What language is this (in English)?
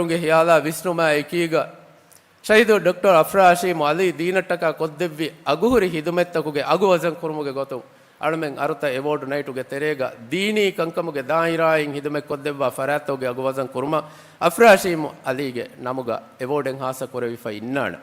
Divehi